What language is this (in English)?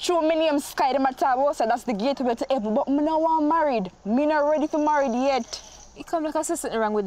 Jamaican Creole English